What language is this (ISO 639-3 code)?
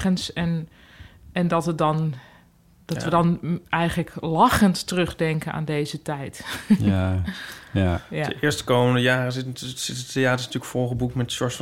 nld